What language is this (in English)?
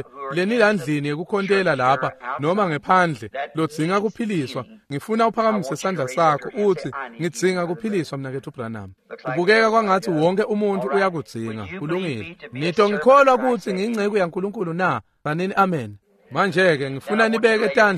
Swati